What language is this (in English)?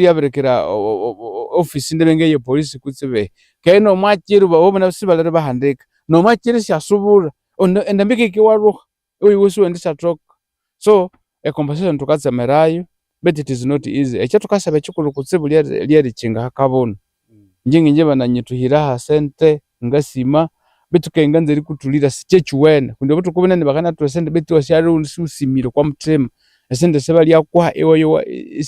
Nyankole